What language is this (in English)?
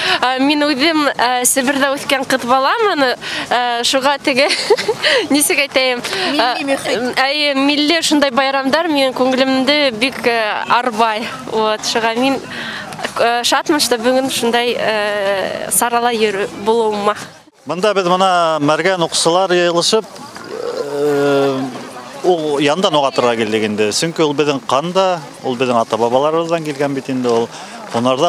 Bashkir